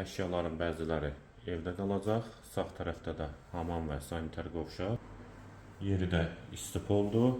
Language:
Azerbaijani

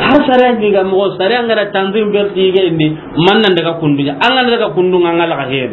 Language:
Soninke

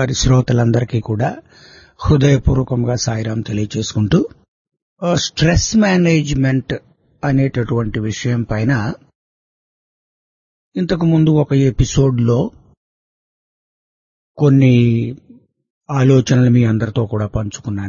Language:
Telugu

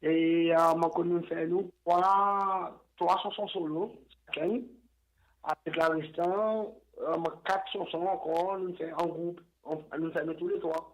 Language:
Seselwa Creole French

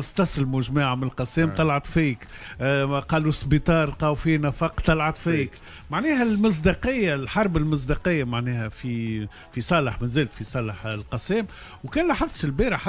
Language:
Tunisian Arabic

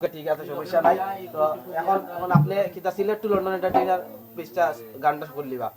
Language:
Sylheti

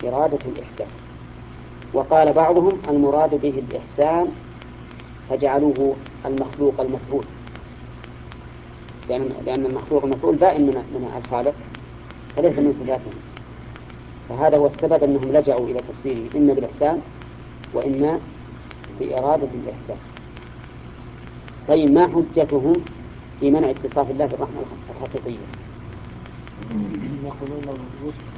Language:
Arabic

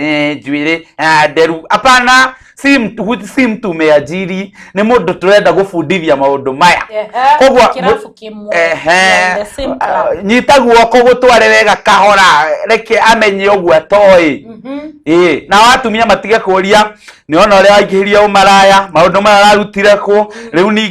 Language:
Kikuyu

